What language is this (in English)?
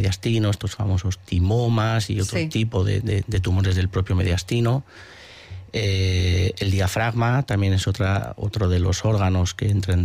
Spanish